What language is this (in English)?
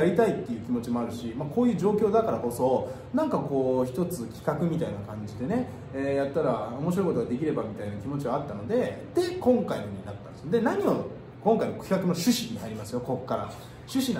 Japanese